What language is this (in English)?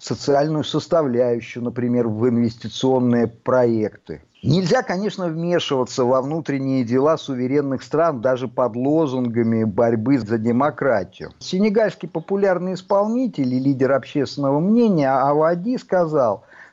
Russian